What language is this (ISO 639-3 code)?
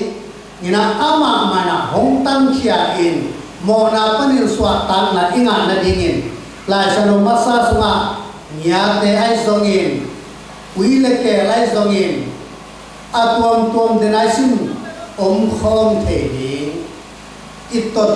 ctd